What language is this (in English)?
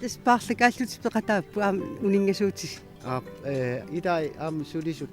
Kalaallisut